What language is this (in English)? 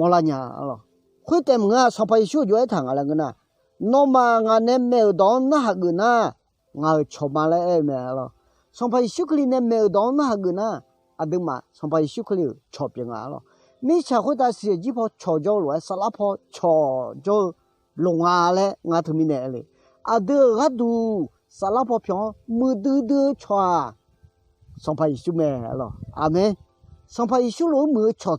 Akha